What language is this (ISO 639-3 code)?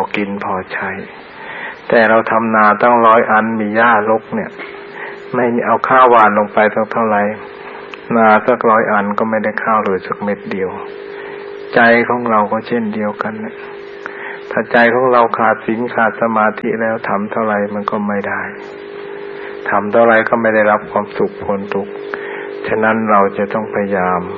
tha